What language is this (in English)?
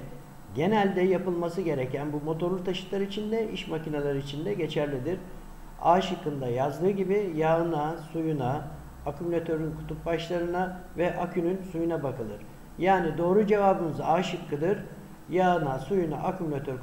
Turkish